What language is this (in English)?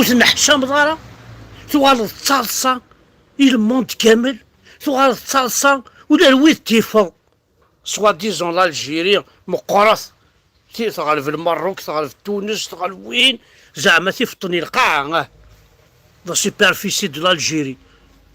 Kabyle